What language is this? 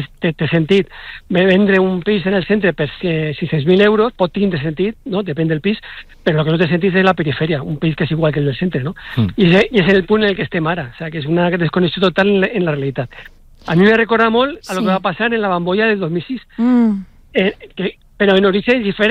Catalan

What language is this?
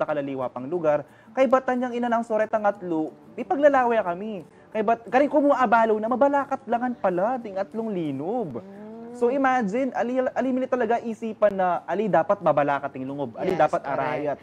Pampanga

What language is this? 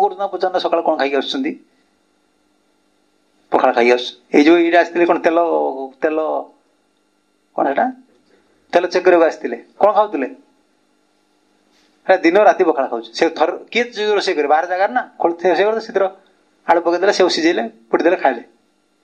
Odia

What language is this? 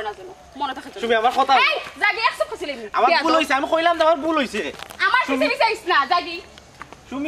Sylheti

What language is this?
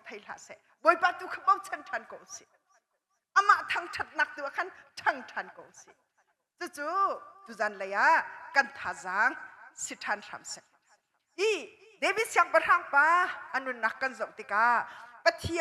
Hakha Chin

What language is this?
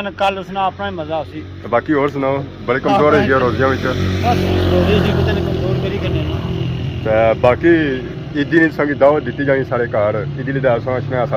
Pahari-Potwari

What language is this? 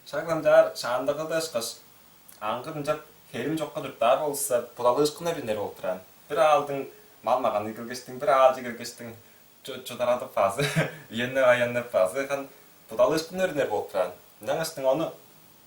Tuvinian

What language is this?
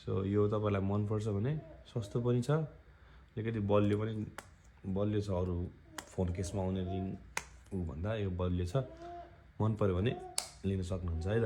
Nepali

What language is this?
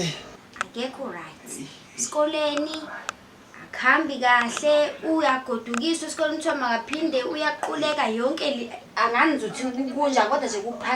Zulu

